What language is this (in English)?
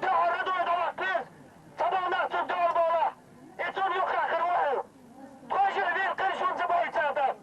Chechen